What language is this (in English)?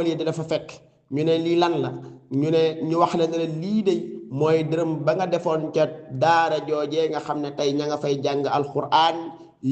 Wolof